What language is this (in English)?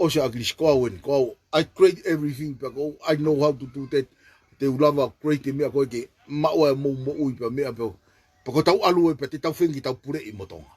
Tongan